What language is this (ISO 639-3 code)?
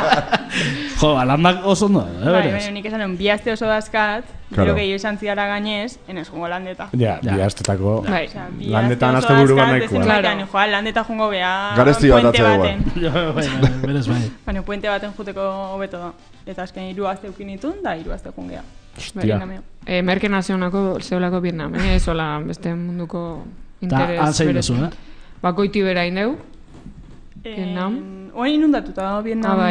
eus